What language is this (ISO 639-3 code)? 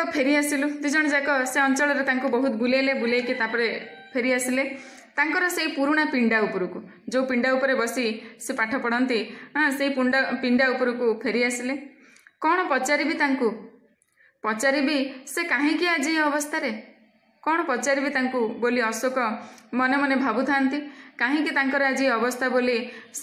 ori